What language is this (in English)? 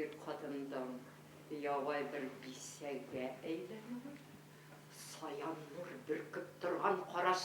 Bashkir